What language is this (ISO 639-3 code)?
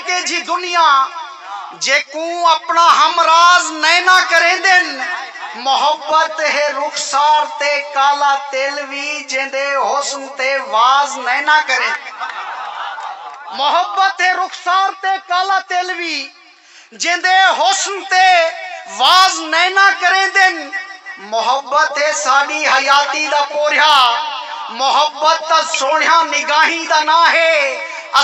skr